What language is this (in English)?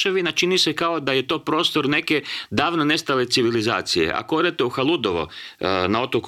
Croatian